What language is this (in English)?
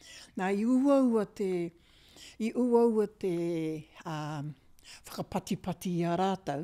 Māori